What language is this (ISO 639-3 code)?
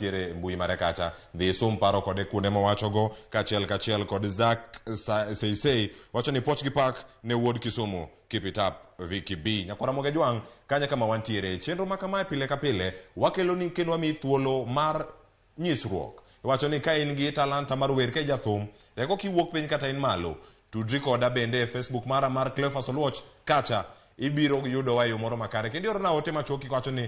luo